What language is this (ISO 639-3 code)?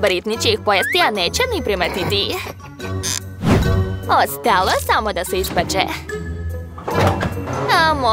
srp